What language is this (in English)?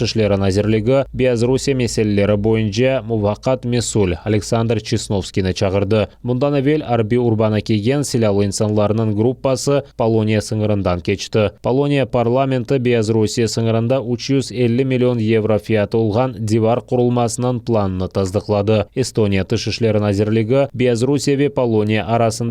Crimean Tatar